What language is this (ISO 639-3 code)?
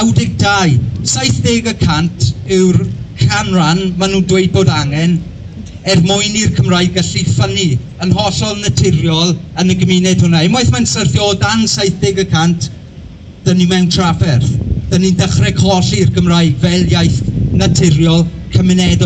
cym